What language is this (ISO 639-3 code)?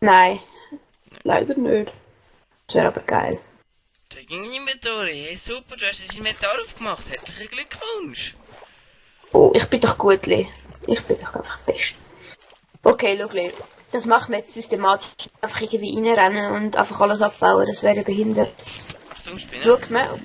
gsw